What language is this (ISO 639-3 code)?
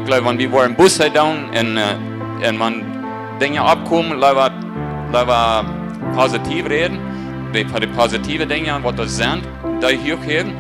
pdt